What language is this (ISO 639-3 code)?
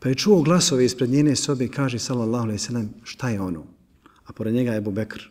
bos